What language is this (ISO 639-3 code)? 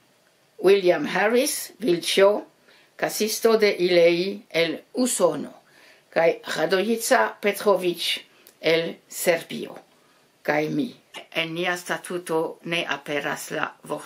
epo